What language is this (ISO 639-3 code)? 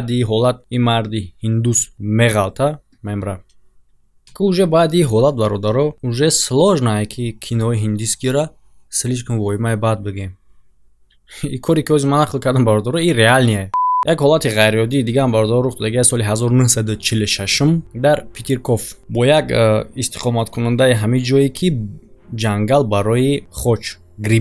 tgk